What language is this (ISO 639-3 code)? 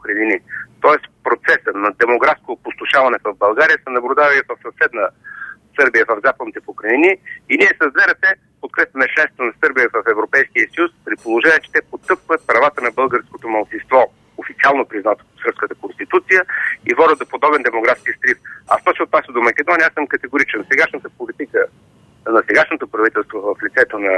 bul